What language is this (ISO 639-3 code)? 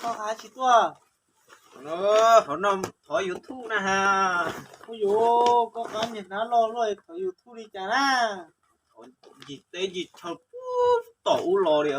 hmn